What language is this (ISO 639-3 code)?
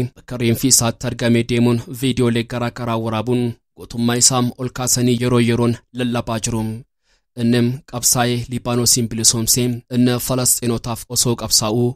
orm